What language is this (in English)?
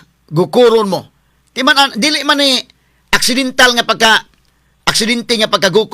Cebuano